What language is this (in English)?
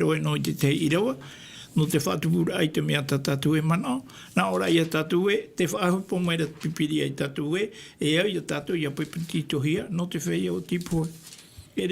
Tahitian